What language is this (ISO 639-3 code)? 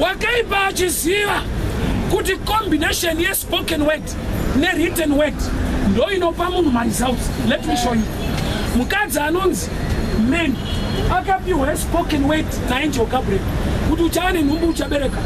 sna